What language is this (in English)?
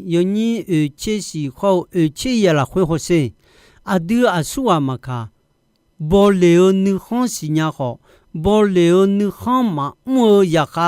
Akha